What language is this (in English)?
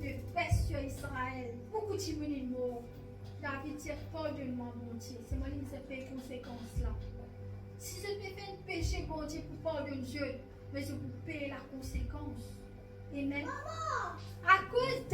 Morisyen